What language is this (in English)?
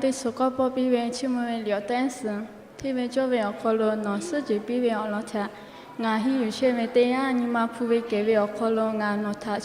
Lahu